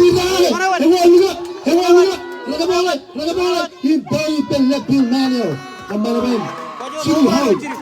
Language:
Marshallese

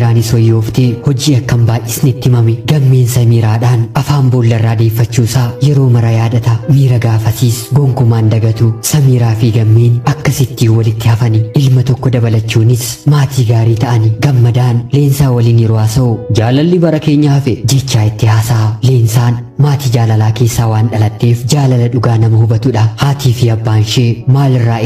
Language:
Oromo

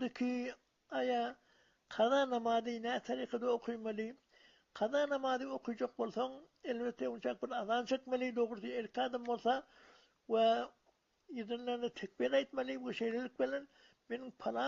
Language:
Turkmen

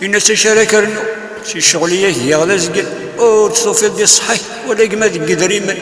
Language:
Kabyle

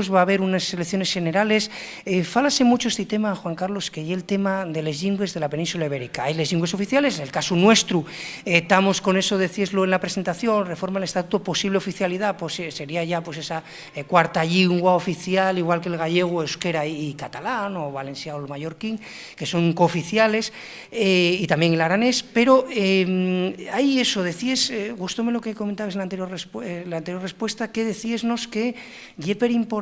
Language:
Asturian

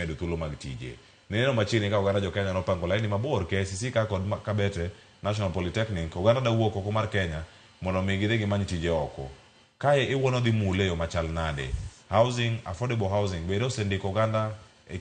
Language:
Luo (Kenya and Tanzania)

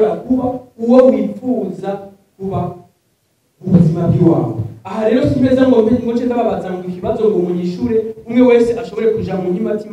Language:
Rundi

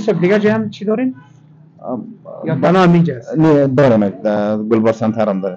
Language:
Persian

